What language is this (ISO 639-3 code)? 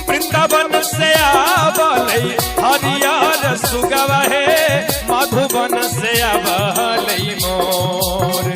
mag